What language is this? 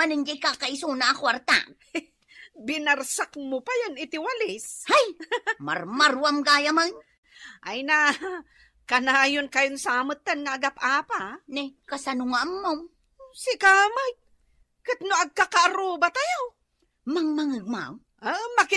Iloko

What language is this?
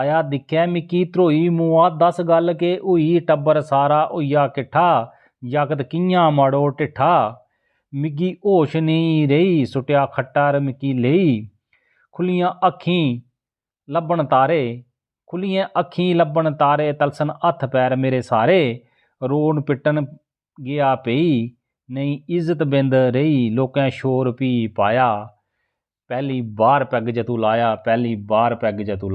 Dogri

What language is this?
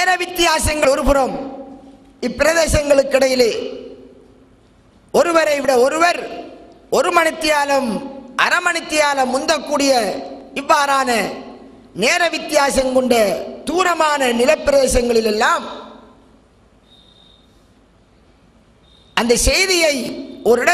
Tamil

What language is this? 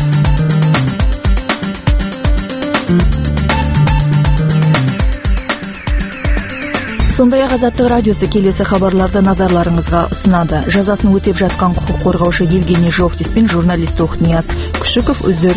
Kazakh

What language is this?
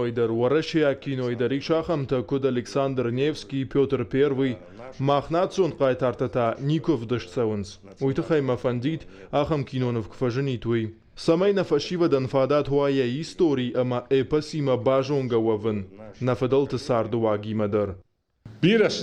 Ossetic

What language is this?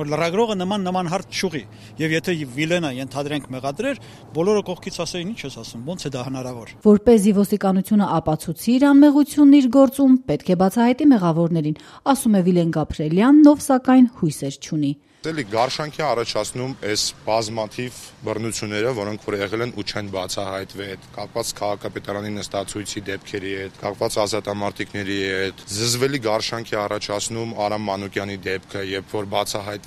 Armenian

